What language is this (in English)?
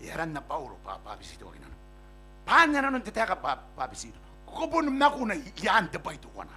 Gilbertese